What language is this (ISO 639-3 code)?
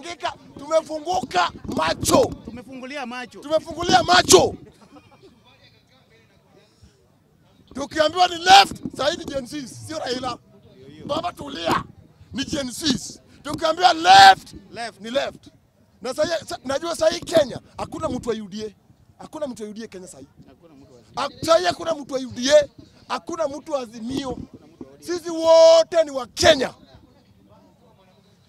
swa